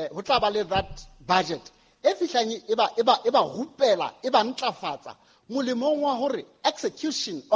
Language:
Southern Sotho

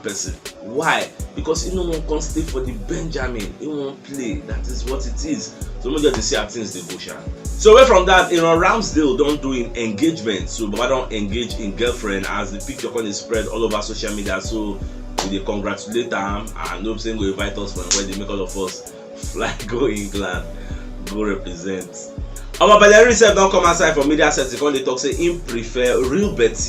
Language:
Nigerian Pidgin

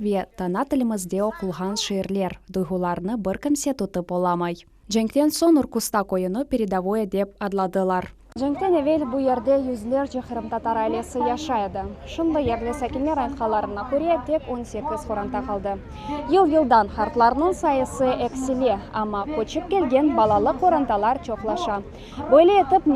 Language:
Crimean Tatar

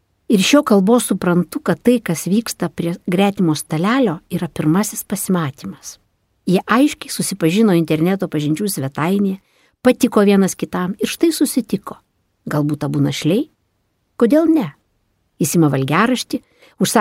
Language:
Lithuanian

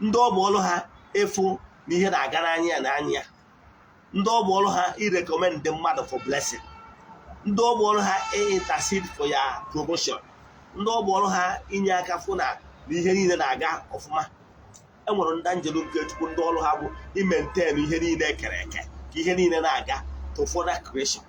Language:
Igbo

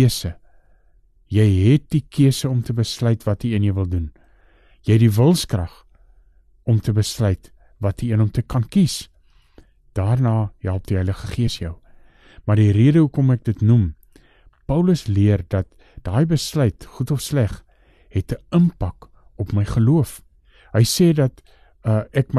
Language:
Afrikaans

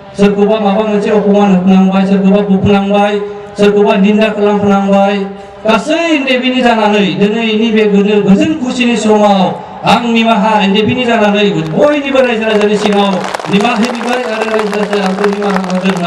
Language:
Bodo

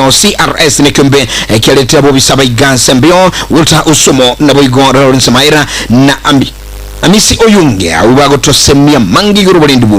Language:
Gusii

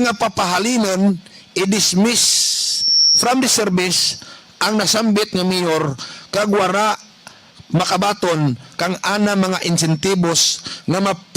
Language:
Hiligaynon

